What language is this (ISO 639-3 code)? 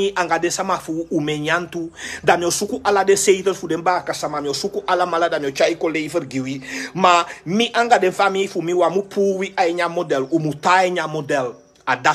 srn